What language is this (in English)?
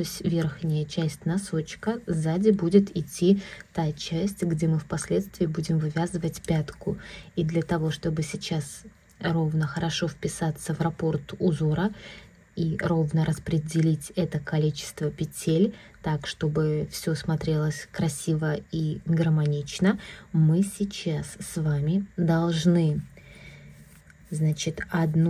Russian